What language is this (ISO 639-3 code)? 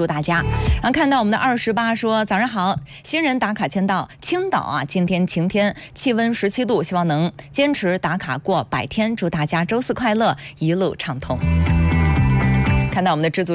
zho